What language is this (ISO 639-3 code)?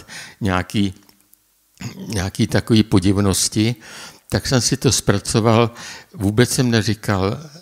ces